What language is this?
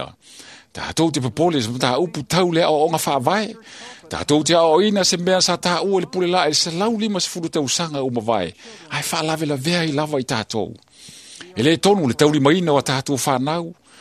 Samoan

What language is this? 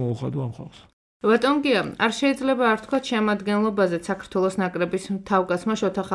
Georgian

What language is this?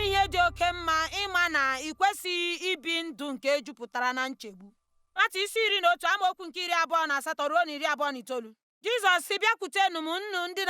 Igbo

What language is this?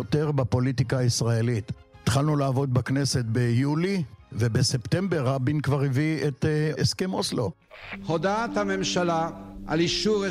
Hebrew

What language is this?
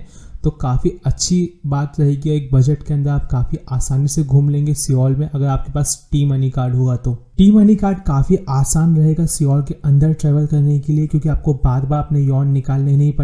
Hindi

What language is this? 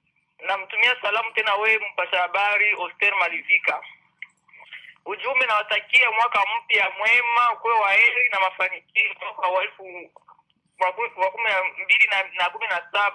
Swahili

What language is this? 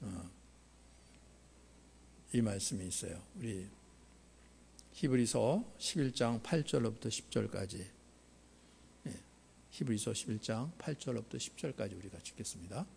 Korean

